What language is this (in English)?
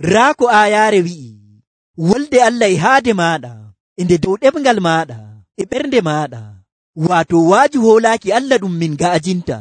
Nigerian Fulfulde